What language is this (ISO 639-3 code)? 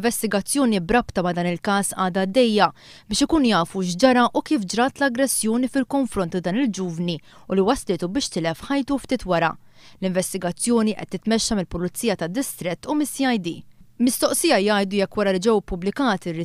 mlt